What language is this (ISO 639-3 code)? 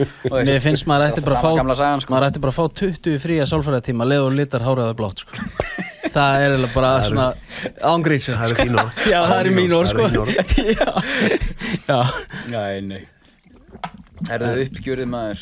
isl